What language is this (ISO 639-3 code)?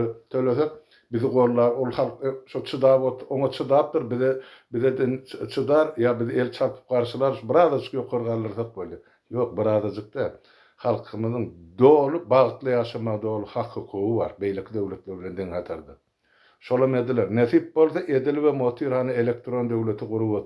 tuk